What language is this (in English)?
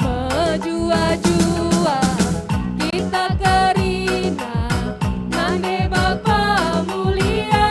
Batak Karo